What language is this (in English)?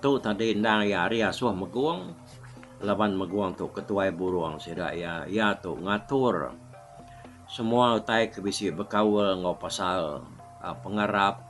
Iban